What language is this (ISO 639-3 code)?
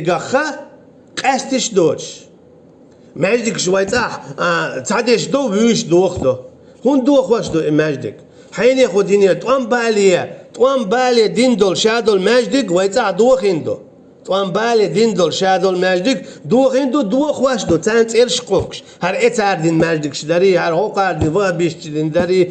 che